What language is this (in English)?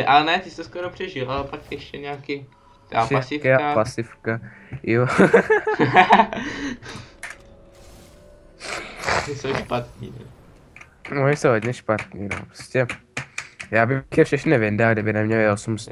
Czech